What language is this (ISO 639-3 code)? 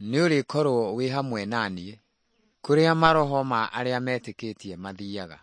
kik